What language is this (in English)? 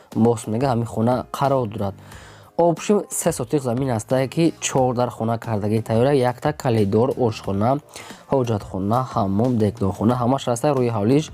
Tajik